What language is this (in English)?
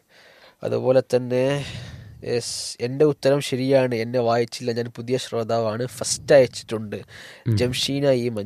Malayalam